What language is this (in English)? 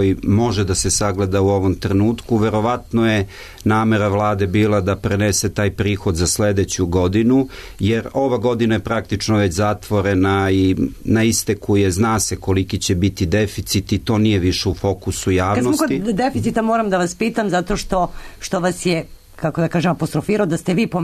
Serbian